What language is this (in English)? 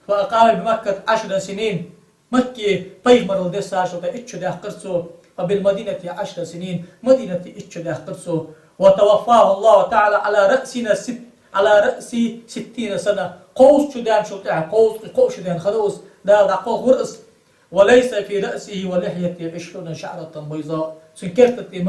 Ingush